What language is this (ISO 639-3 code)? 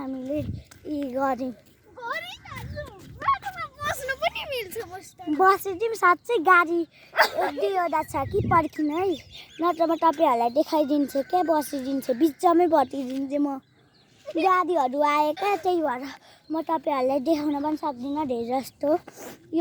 nep